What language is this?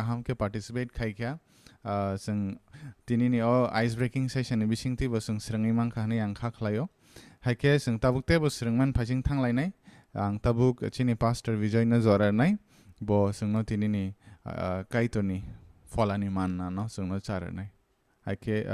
Kok Borok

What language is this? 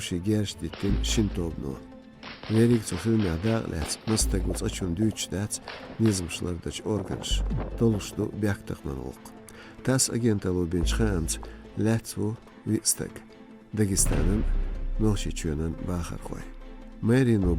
Chechen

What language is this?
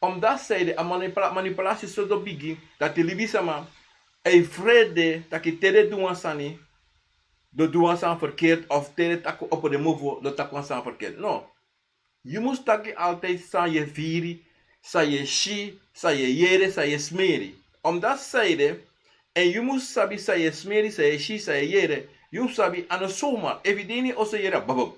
Sranan Tongo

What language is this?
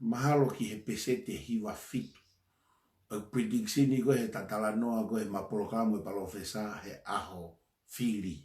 Tongan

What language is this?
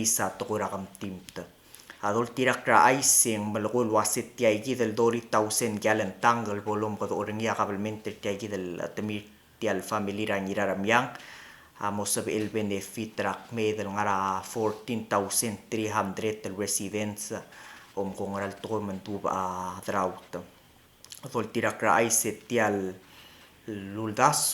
Palauan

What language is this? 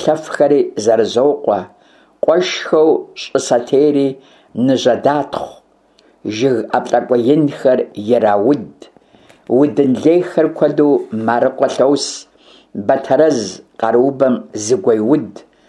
Kabardian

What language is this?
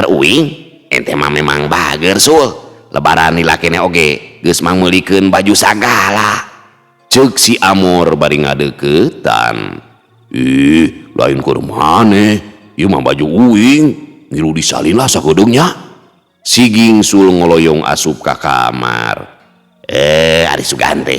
Sundanese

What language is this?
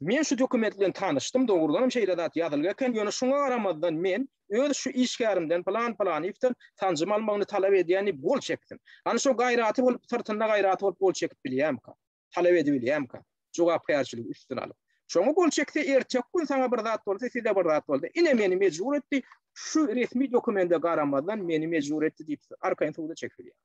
Turkmen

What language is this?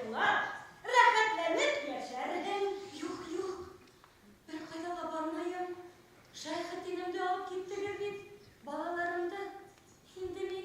Bashkir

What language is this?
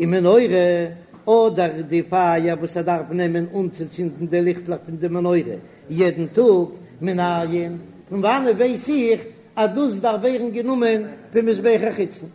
Yiddish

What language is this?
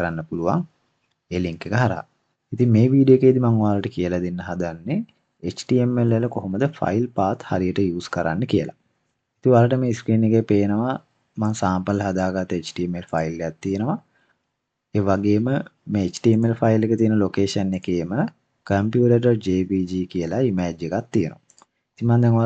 Sinhala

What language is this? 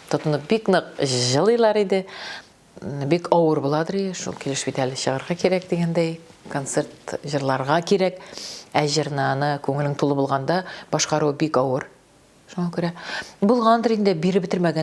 Tatar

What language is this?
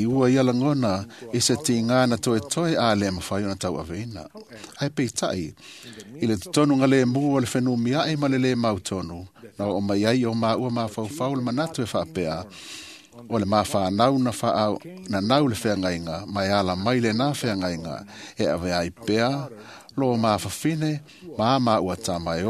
Samoan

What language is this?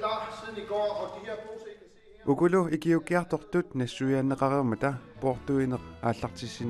Kalaallisut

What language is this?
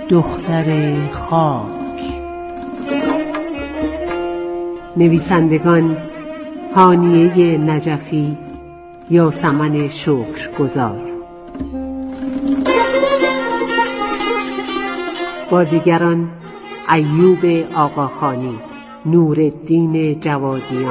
Persian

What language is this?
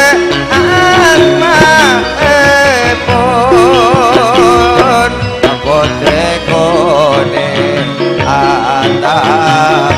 Madurese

